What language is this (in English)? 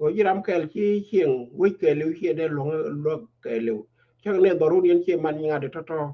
Nuer